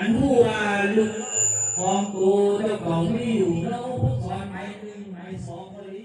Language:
Shan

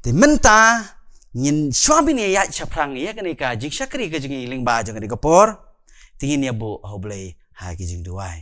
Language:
Khasi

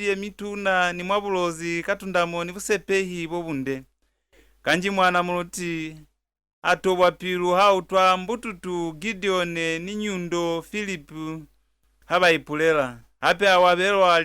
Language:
Lozi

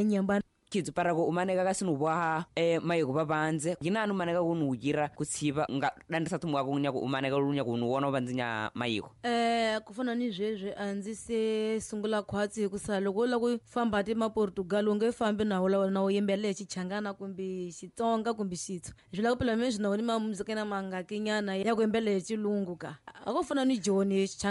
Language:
Tsonga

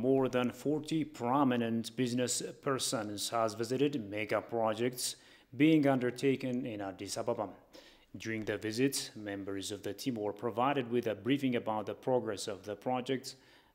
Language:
English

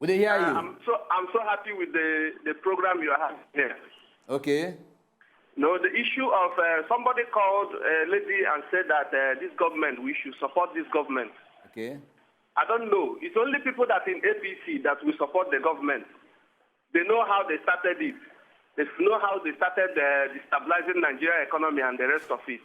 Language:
Nigerian Pidgin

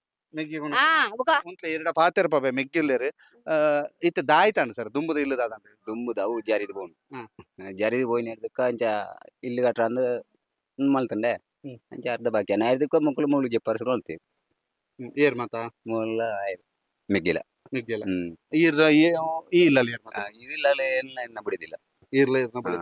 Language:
Tulu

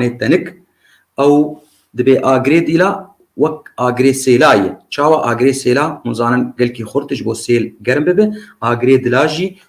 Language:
Kurdish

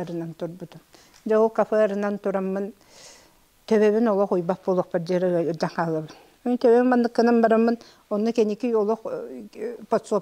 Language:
Yakut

